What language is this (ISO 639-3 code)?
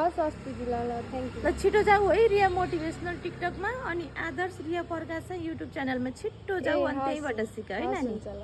nep